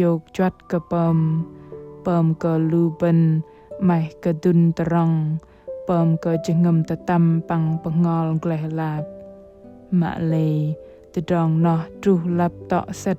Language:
Bahnar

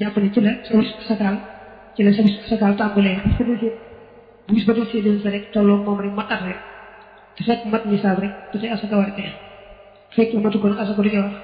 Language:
Wolof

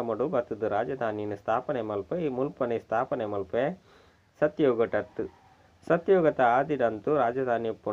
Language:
Tulu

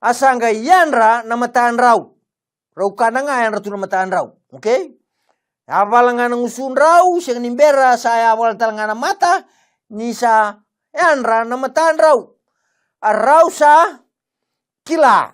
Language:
Fijian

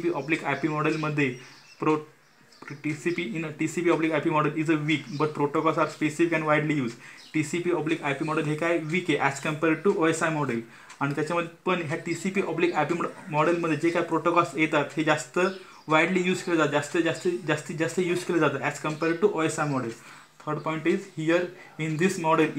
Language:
Marathi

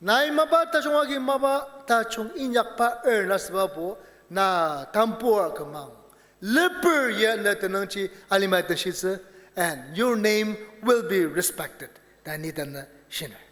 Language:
Ao Naga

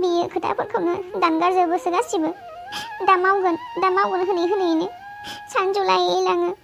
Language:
Bodo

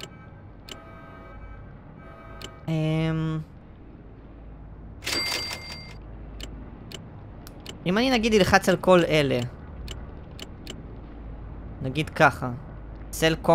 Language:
Hebrew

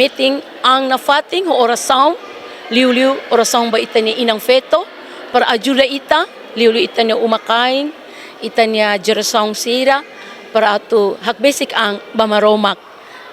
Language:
Tetum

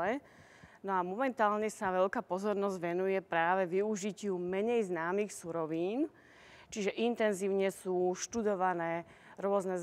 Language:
Slovak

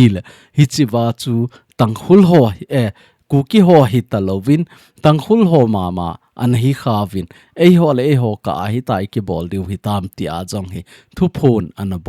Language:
Thado Chin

